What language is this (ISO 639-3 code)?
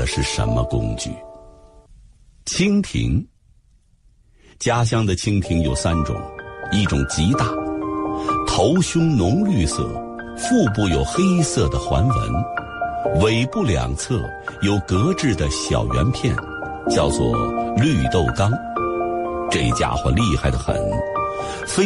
zho